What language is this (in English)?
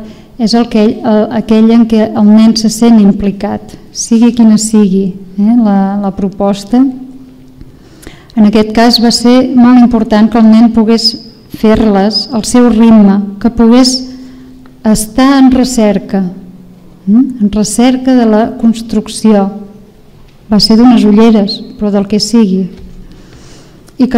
Catalan